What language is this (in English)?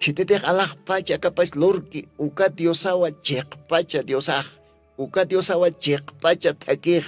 Aymara